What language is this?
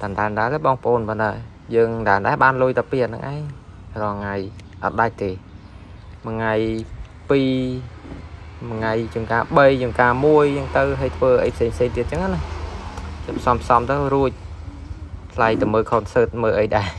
Khmer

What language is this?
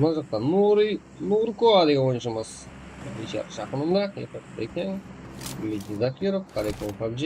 Kara-Kalpak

